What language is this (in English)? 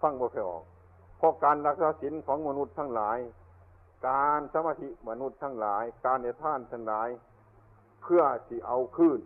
Northeastern Thai